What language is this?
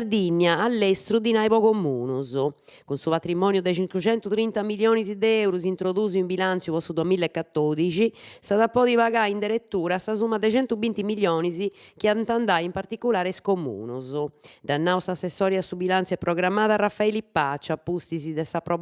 Sardinian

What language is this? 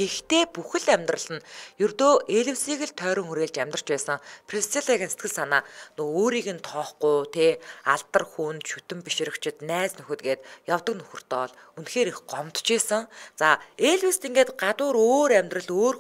Mongolian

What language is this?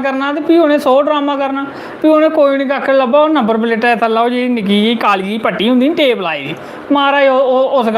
Dogri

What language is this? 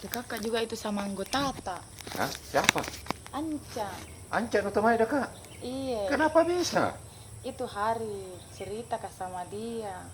Makassar Malay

